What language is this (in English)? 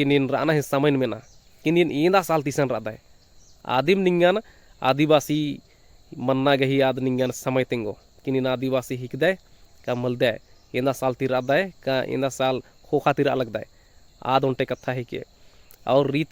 Kurukh